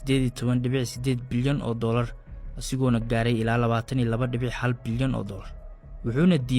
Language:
Somali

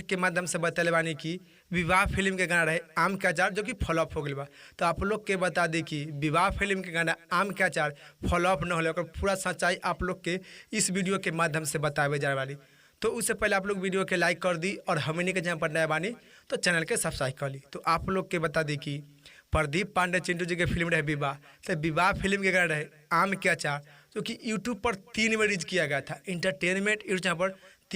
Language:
Bhojpuri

